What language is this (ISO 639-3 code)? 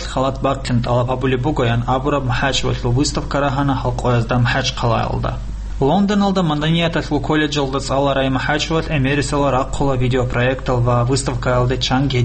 ava